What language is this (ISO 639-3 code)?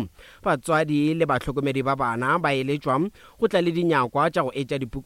nso